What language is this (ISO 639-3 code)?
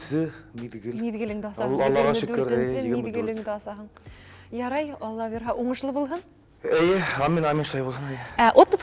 bak